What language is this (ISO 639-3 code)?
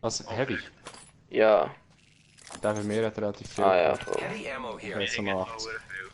gsw